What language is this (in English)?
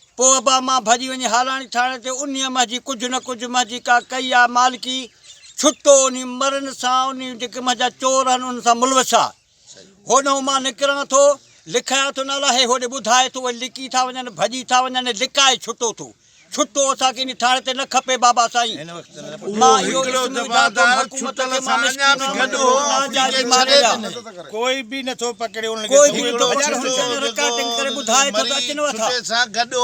Sindhi